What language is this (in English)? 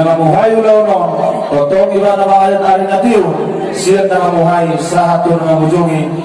Batak Toba